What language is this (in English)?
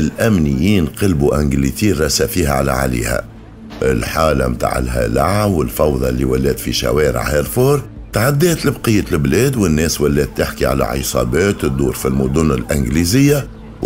Tunisian Arabic